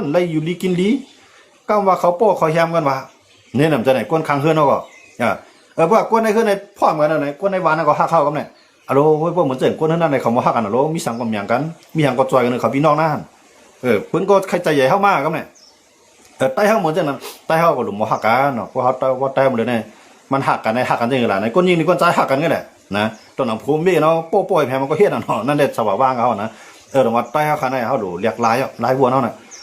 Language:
Shan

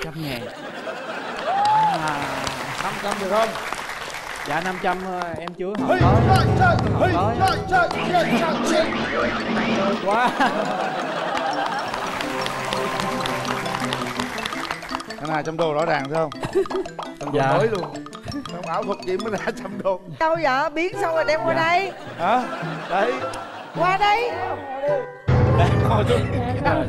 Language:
Vietnamese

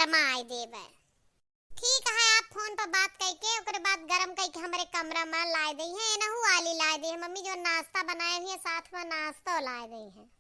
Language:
Awadhi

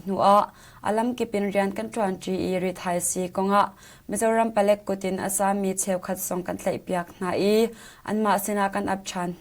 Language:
Hakha Chin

